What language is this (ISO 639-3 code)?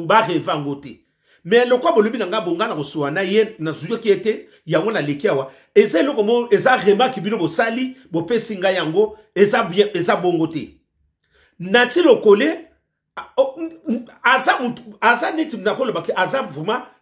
lin